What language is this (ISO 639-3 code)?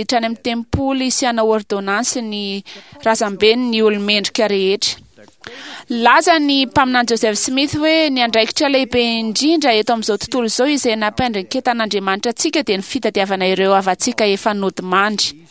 mlg